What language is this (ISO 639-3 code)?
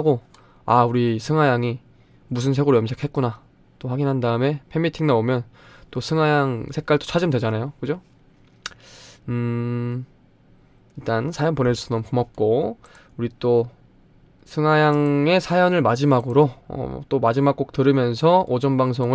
kor